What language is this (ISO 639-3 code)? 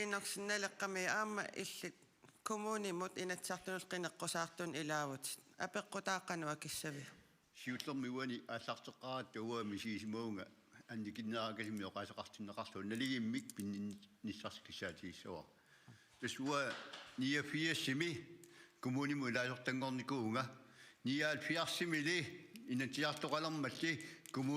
kal